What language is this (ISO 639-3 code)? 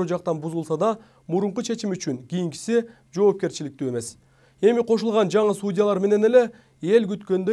kir